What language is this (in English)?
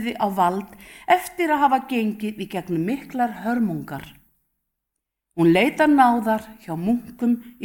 Icelandic